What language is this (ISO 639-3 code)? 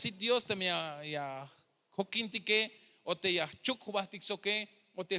tzh